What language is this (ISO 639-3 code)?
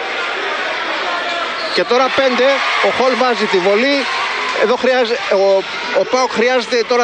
ell